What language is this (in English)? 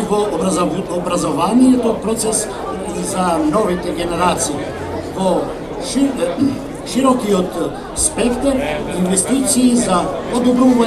Macedonian